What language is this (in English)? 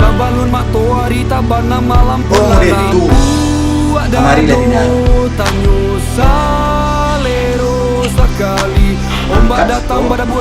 Minangkabau